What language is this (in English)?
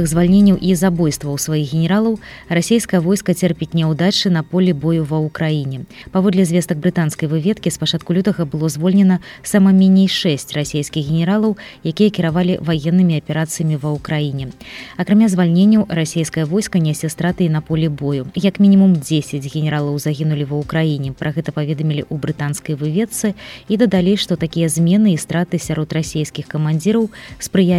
Belarusian